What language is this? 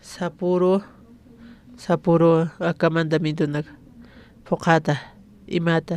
Aymara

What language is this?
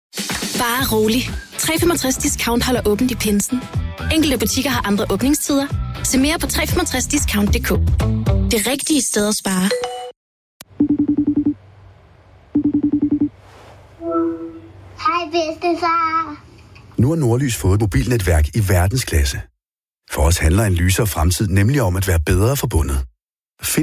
Danish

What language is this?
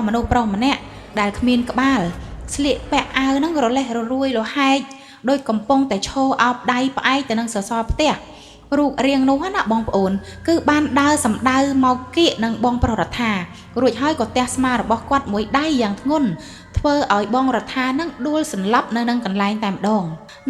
Khmer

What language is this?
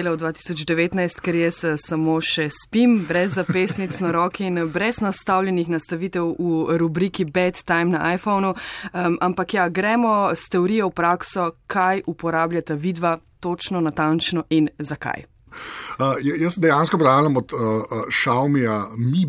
Slovenian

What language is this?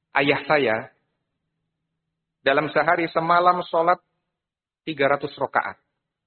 Indonesian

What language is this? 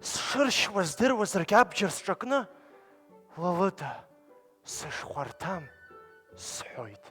Abkhazian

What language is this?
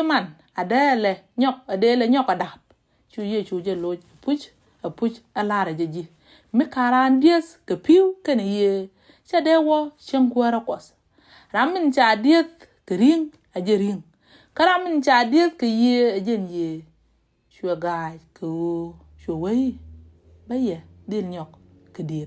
Nuer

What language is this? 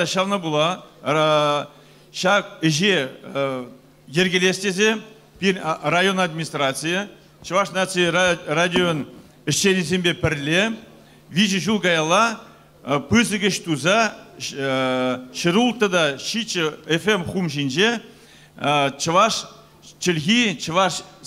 Chuvash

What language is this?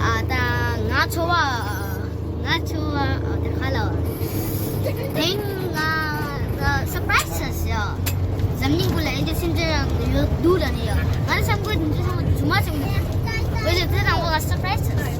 Tibetan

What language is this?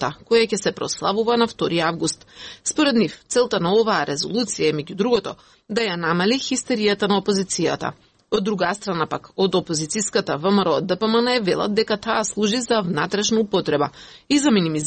Macedonian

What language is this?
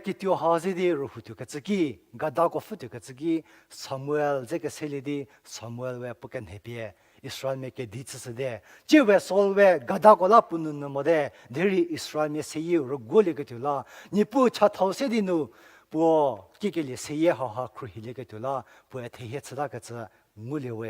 Angami Naga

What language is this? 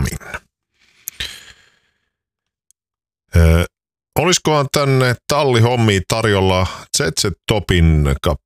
Finnish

